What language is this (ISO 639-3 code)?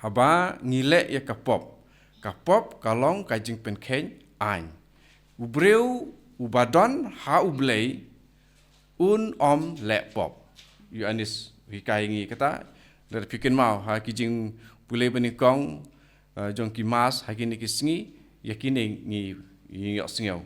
kha